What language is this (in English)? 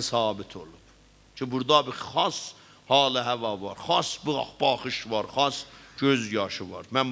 South Azerbaijani